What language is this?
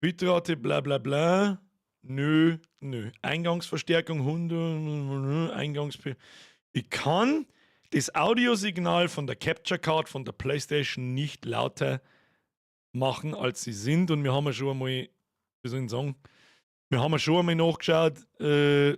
Bavarian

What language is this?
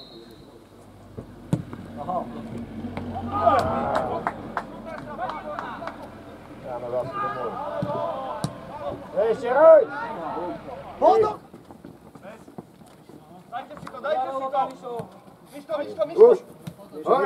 Slovak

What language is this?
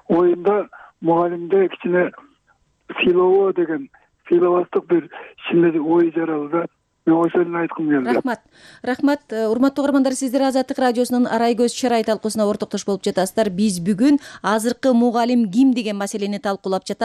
Kyrgyz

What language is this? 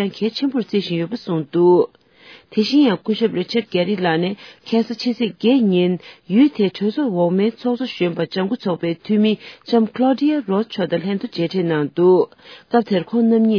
Tibetan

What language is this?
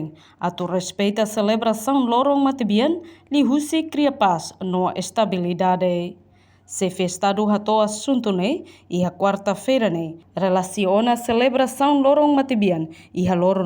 Tetum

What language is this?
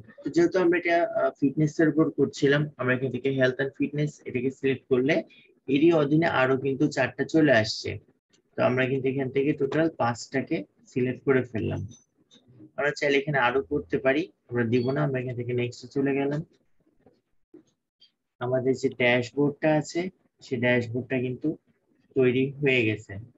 Bangla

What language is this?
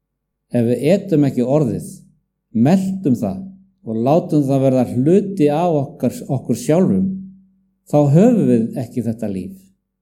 Icelandic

